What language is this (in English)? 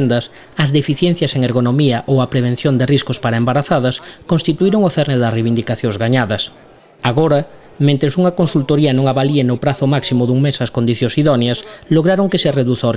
Galician